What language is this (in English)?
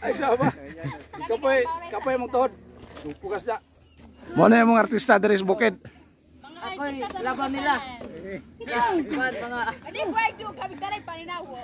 Cebuano